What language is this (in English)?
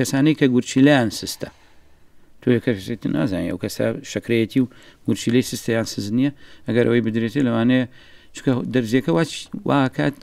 Central Kurdish